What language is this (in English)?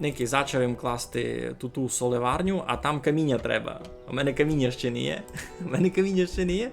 Rusyn